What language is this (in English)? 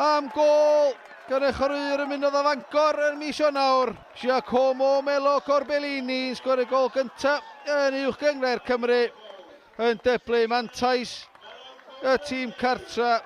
Welsh